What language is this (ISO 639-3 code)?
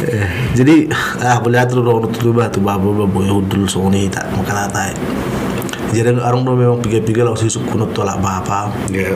bbc